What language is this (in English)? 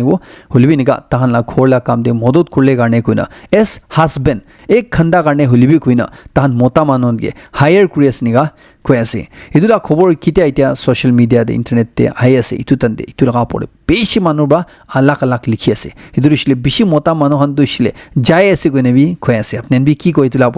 Naga Pidgin